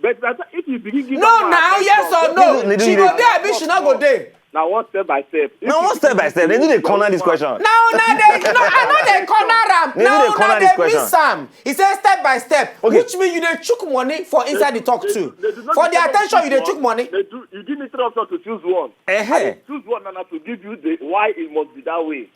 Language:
Nigerian Pidgin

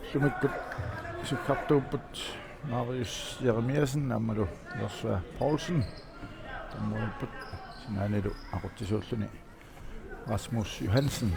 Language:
Kalaallisut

